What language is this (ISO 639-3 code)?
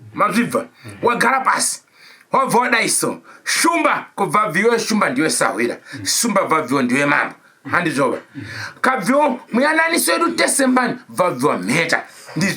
sna